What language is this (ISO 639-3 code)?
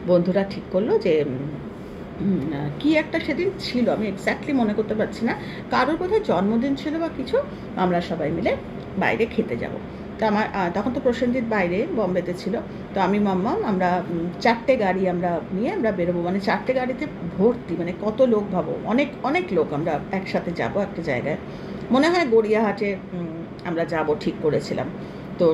ben